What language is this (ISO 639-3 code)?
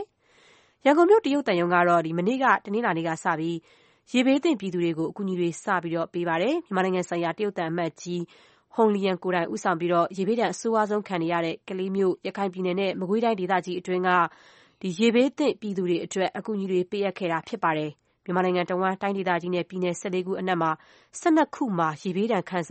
mya